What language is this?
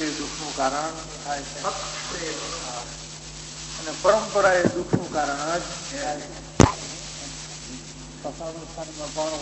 Gujarati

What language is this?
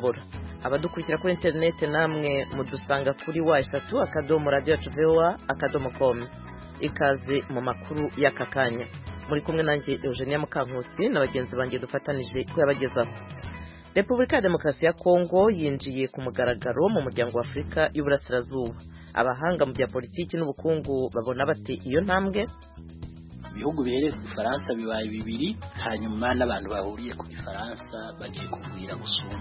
Kinyarwanda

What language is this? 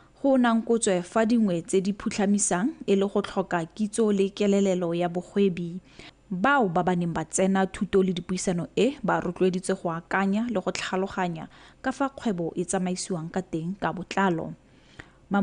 Tswana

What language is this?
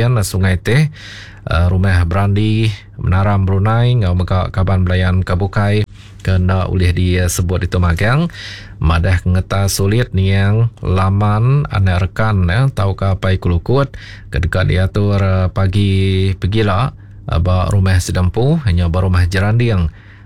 Iban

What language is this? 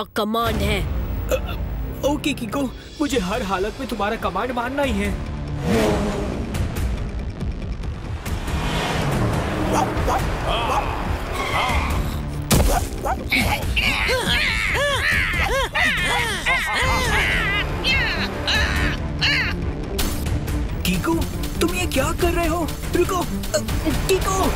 Hindi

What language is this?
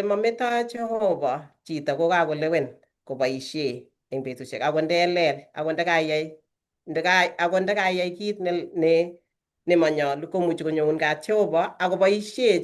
Kalenjin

